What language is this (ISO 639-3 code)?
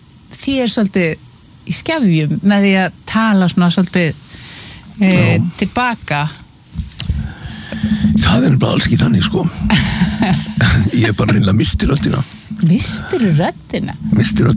isl